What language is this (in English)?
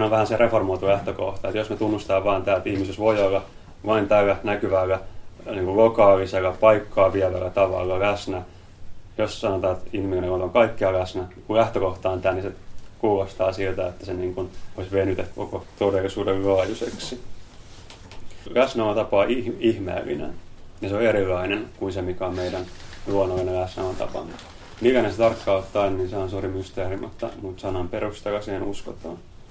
Finnish